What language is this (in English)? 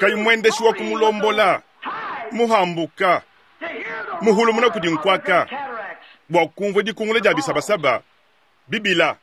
Luba-Lulua